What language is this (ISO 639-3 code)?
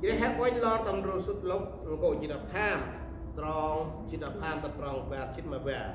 cmo